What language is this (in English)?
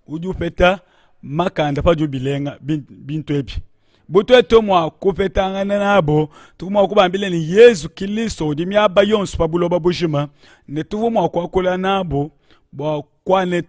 Luba-Lulua